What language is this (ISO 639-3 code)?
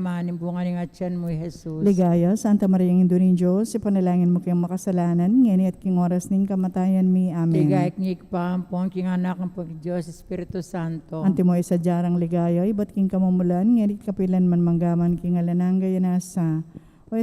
pam